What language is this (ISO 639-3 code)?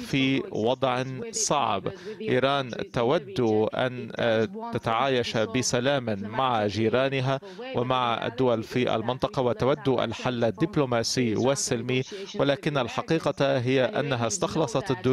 ara